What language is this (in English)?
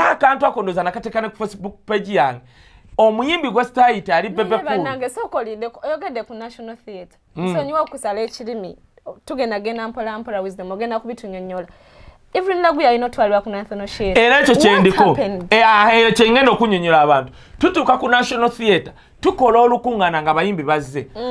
Ganda